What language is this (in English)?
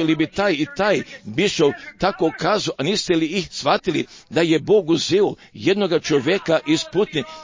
Croatian